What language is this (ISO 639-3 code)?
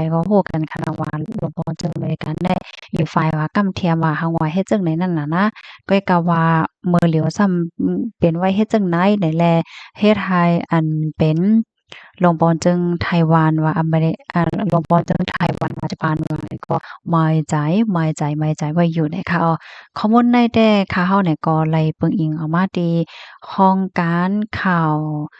shn